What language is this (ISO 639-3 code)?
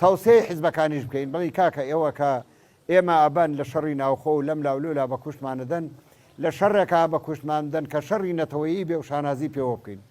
ckb